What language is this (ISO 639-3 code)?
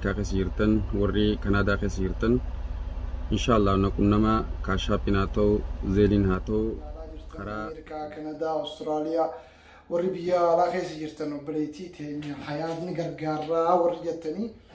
orm